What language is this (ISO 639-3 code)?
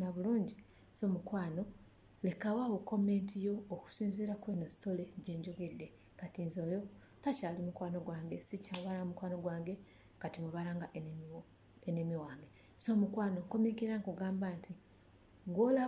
lug